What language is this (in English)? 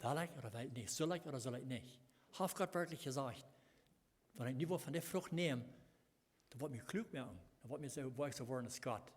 Plautdietsch